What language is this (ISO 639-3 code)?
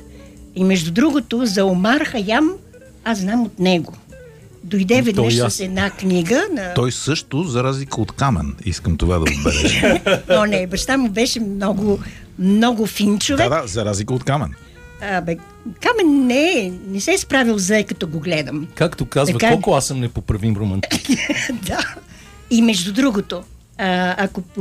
bul